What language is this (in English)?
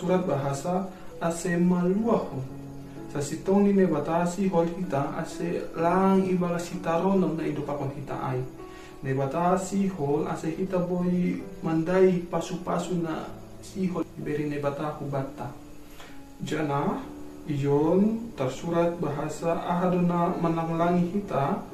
Batak Simalungun